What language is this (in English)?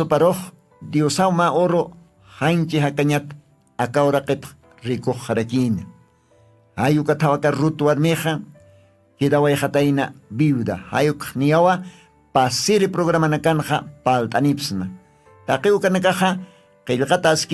Aymara